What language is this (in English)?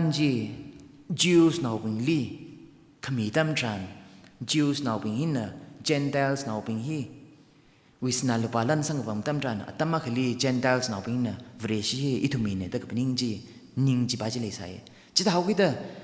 Tangkhul Naga (India)